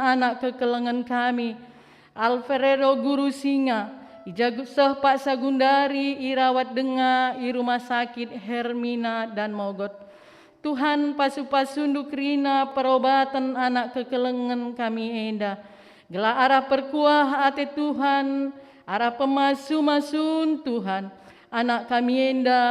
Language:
Batak Karo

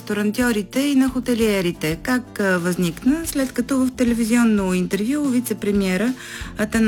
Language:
Bulgarian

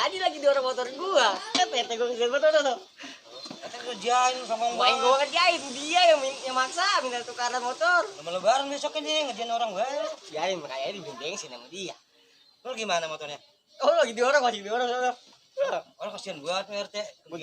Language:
Betawi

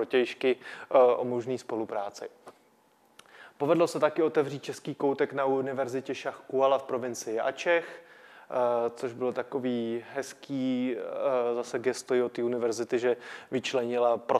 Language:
Czech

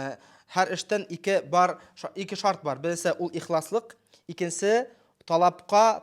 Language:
Bashkir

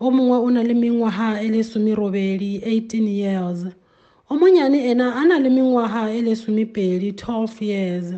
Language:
Tswana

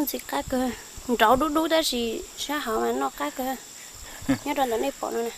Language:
Hmong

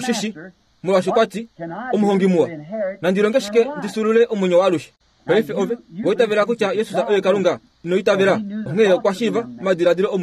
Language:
Kuanyama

